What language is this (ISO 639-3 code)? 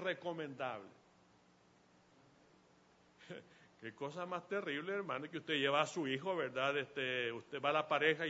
spa